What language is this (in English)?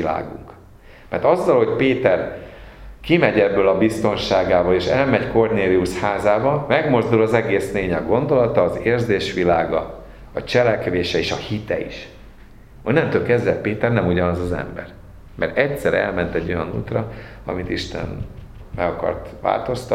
Hungarian